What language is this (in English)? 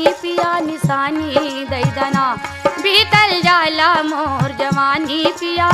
Bhojpuri